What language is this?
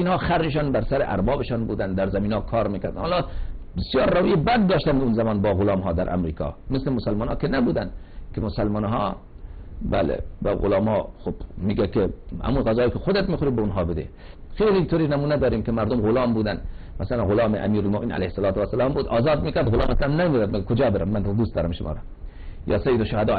Persian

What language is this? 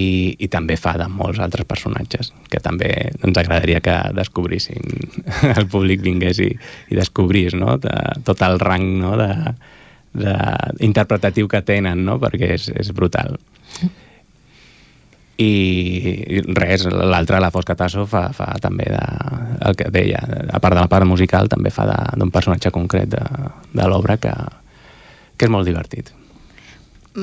Catalan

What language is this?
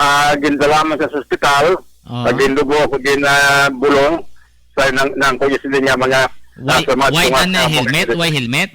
Hiligaynon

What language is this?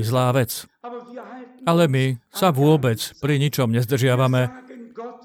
Slovak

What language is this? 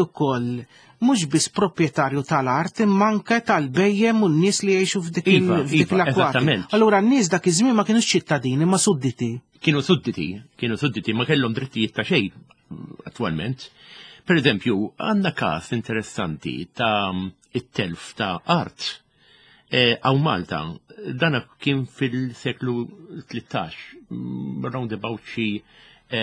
Maltese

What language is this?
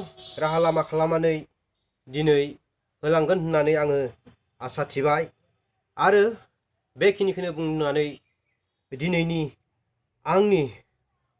Bodo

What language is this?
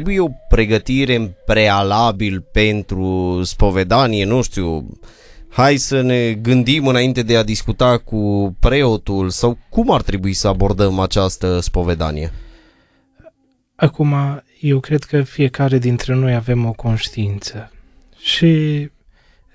Romanian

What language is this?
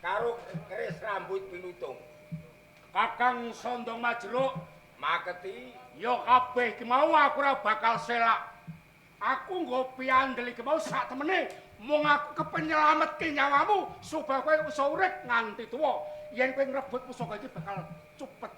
Javanese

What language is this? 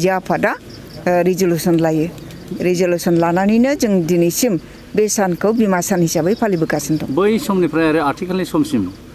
Bodo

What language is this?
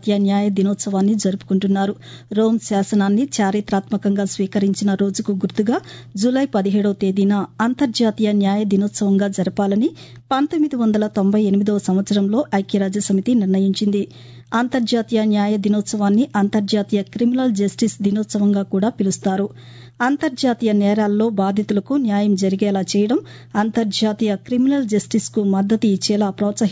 Telugu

